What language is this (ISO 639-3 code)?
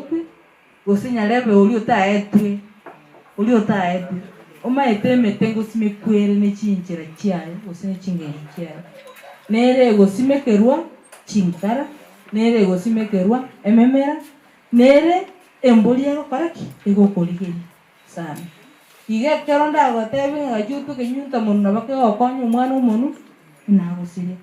guz